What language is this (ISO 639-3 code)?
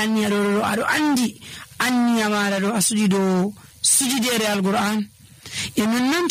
fuv